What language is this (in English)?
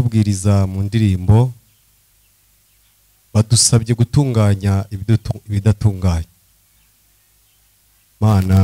Kinyarwanda